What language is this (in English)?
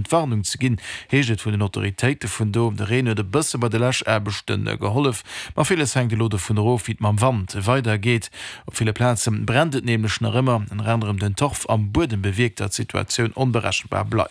Luxembourgish